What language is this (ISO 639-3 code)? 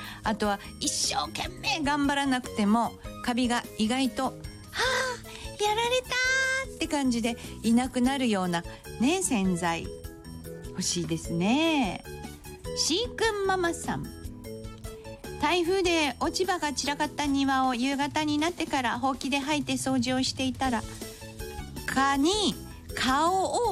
jpn